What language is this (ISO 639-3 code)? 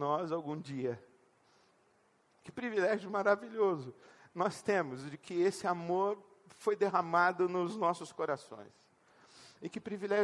por